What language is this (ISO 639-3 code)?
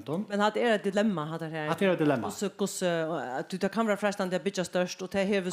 fao